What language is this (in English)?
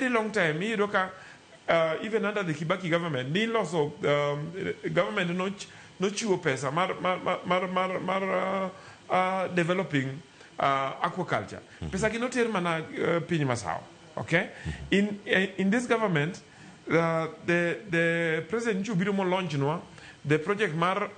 Luo (Kenya and Tanzania)